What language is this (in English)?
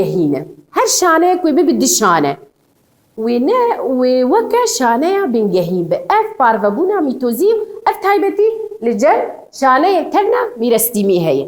Kurdish